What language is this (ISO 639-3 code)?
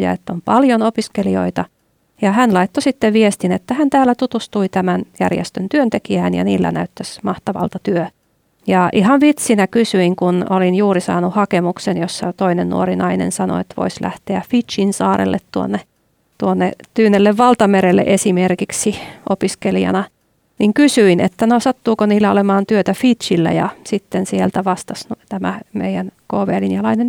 fin